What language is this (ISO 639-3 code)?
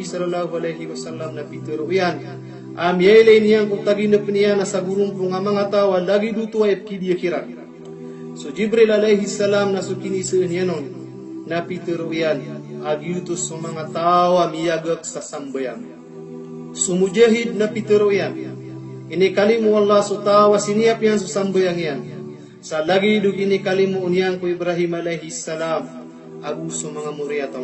mrw